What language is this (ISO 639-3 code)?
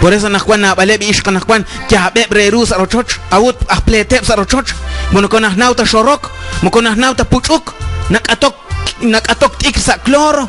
kek